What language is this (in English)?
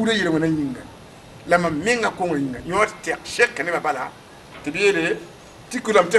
Mossi